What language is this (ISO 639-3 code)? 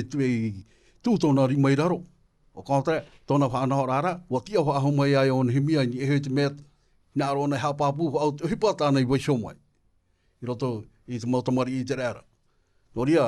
tah